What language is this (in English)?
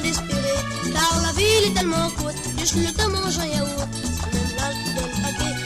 Morisyen